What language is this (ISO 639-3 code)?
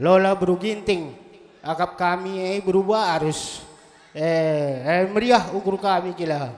btx